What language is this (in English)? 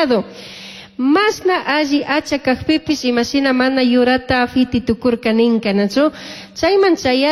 Chimborazo Highland Quichua